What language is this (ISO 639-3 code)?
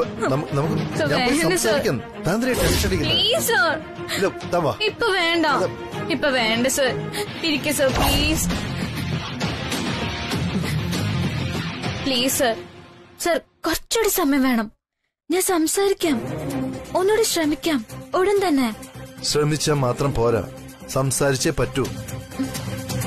mal